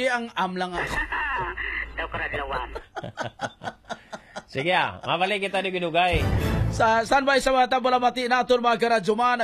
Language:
Hiligaynon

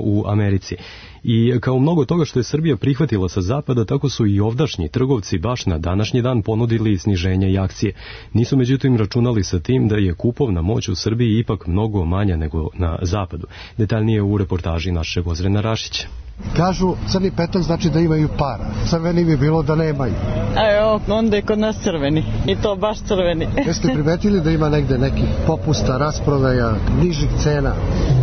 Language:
Serbian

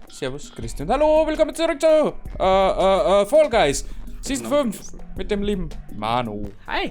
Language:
Bavarian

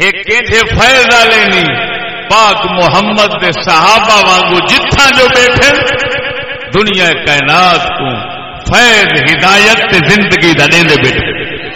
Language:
Saraiki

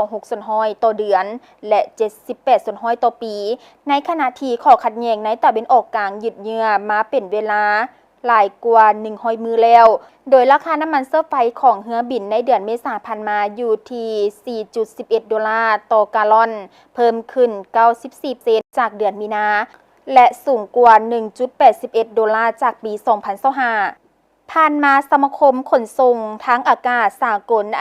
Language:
Lao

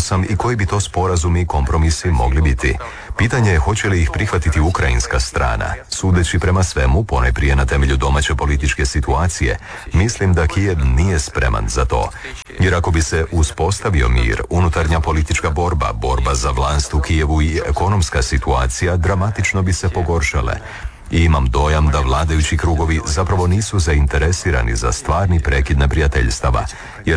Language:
Croatian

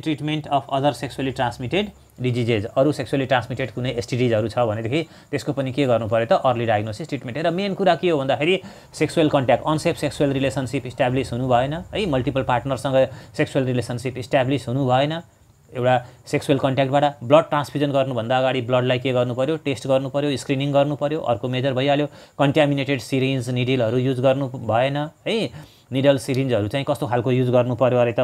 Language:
Nepali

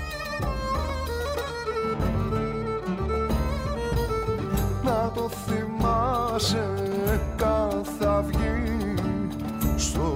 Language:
Greek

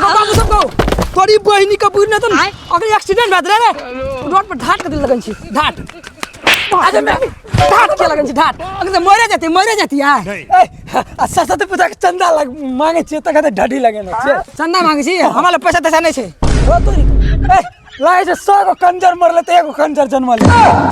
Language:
Maithili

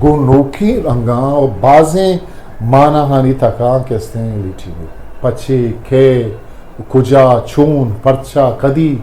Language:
Eastern Balochi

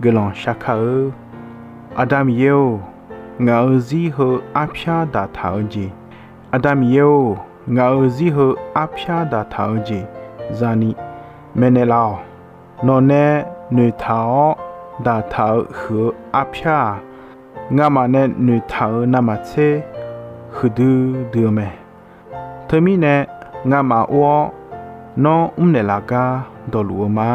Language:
Akha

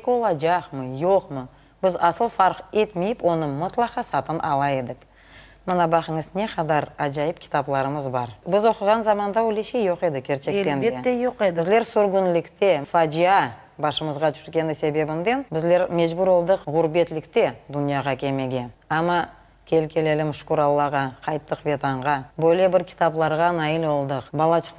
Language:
Crimean Tatar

